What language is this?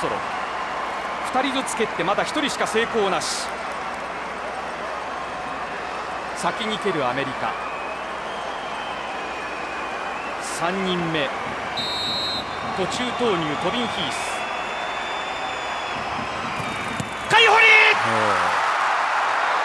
Japanese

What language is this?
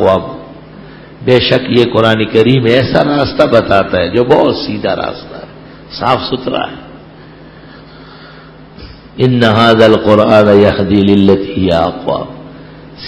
Urdu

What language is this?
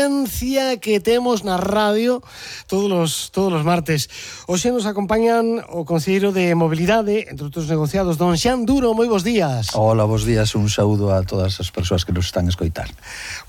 Galician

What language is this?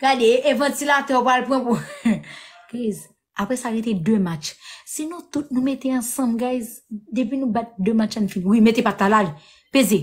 Haitian Creole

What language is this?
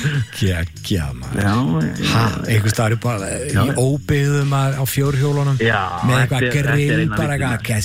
Icelandic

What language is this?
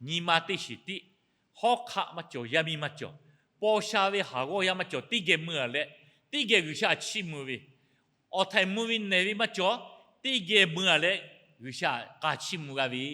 Lahu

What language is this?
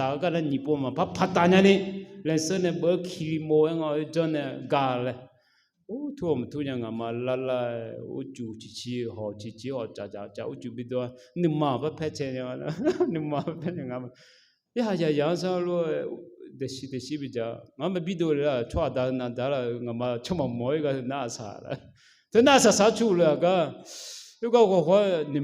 Akha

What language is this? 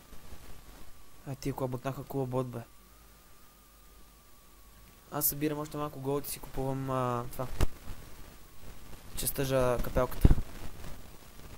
Bulgarian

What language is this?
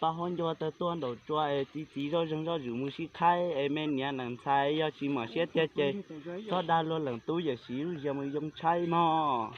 Hmong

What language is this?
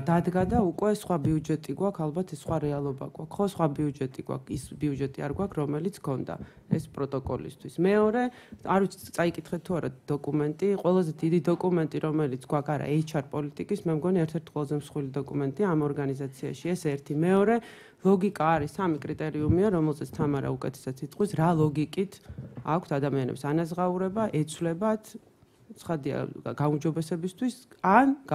Georgian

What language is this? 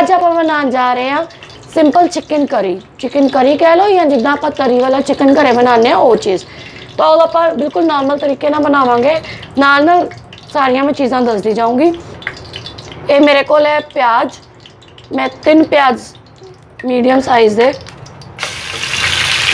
Punjabi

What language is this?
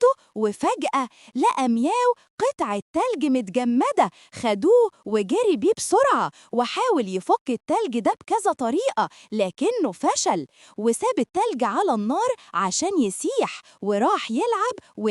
Egyptian Arabic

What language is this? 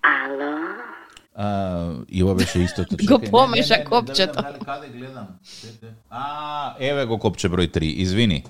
Macedonian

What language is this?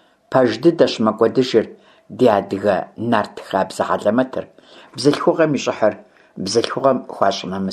Kabardian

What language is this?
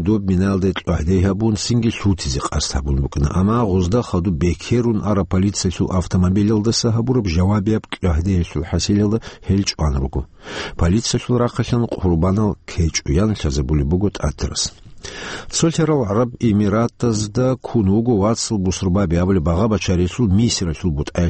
Avaric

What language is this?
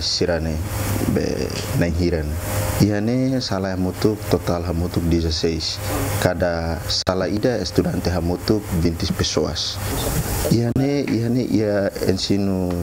Tetum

